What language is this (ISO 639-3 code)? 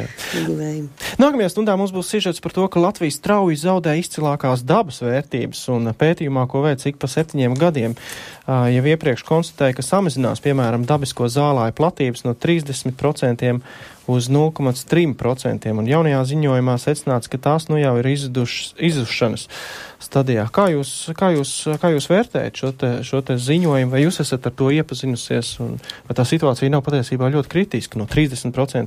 lav